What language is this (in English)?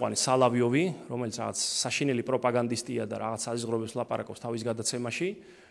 Georgian